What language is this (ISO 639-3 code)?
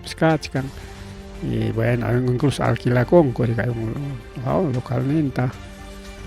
quy